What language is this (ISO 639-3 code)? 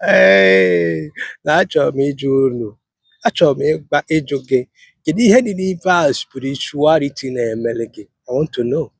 ibo